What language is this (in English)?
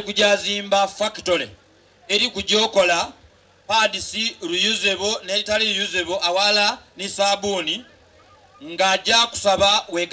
Soga